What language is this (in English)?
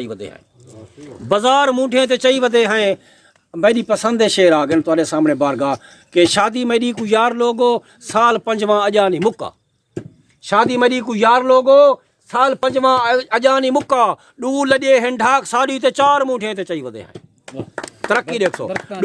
Saraiki